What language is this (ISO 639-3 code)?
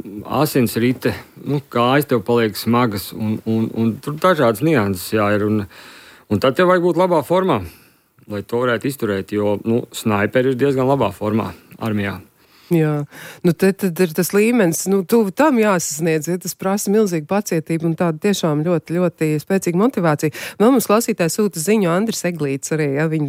lav